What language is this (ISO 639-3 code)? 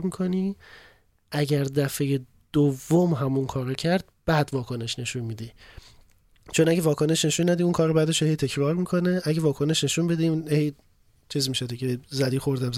fas